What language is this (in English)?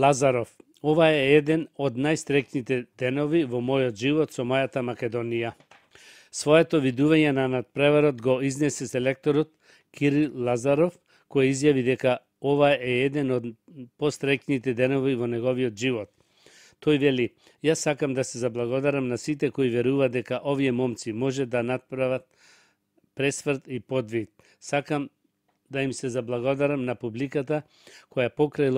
Macedonian